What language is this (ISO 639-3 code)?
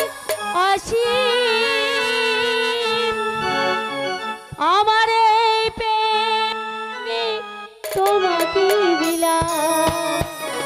ben